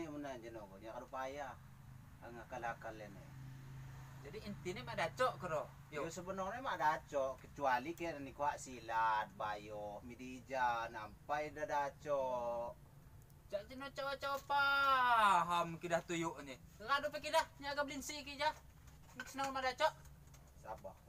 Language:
Lampung Api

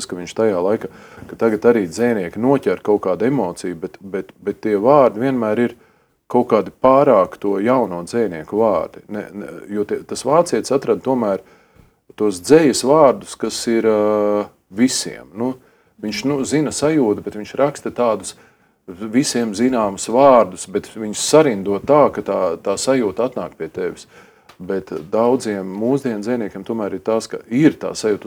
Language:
Latvian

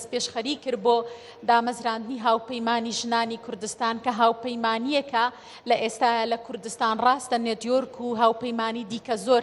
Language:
Central Kurdish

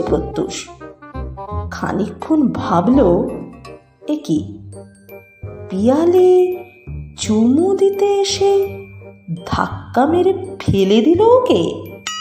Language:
Bangla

